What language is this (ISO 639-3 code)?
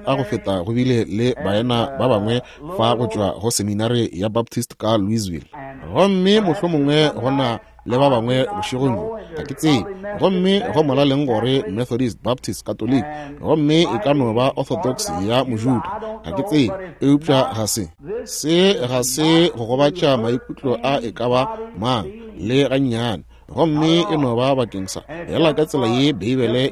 nso